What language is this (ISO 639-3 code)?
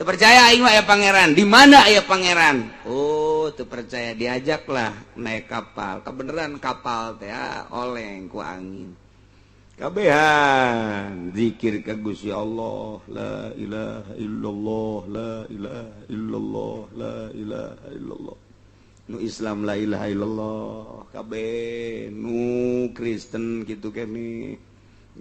sun